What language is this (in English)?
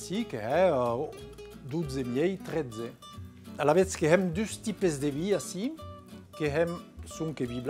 Occitan